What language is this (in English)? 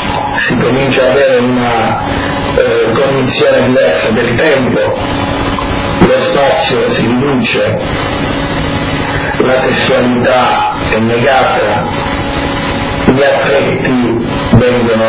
Italian